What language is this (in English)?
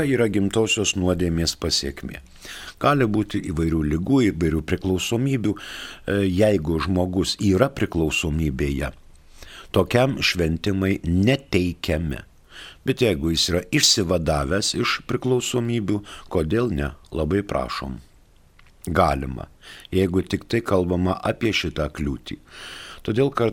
Lithuanian